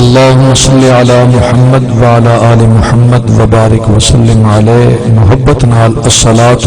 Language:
Saraiki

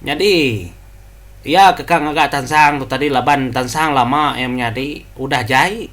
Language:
Iban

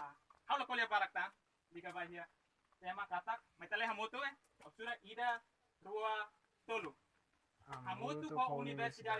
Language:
Tetum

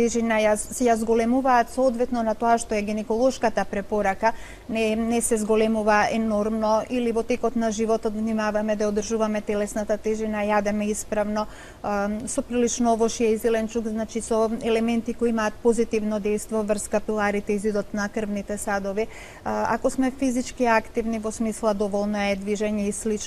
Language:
Macedonian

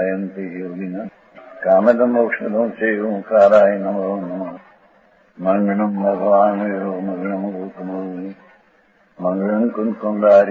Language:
Gujarati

